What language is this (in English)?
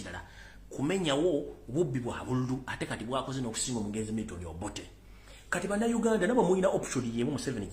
Ganda